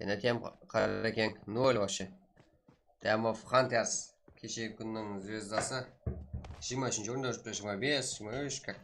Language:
Kara-Kalpak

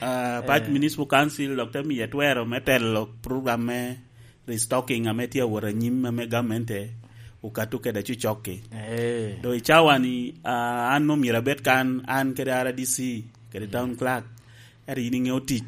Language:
Lango (Uganda)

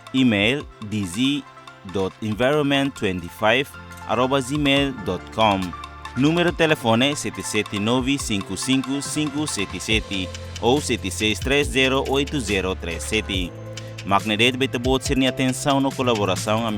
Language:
Tetum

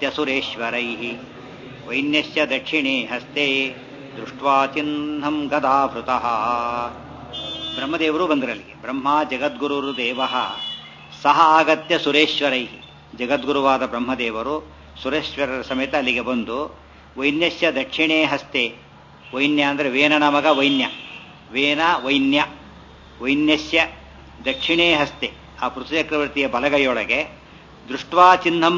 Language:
Kannada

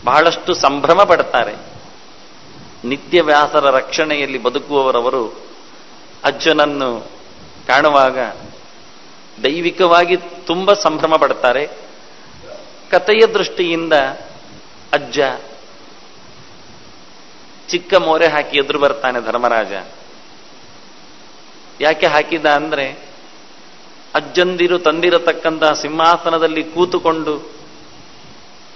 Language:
Kannada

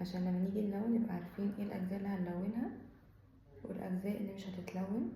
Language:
Egyptian Arabic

